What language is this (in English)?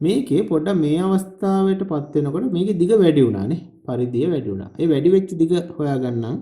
Sinhala